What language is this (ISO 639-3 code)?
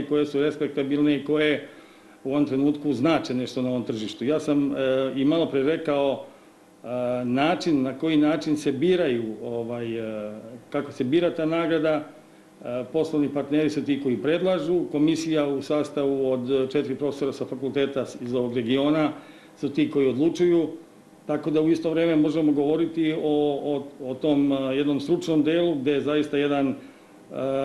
srp